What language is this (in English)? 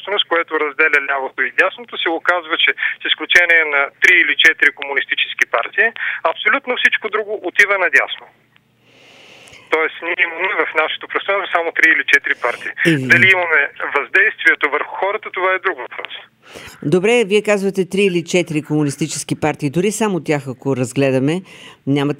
Bulgarian